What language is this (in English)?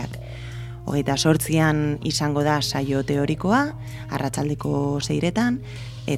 Basque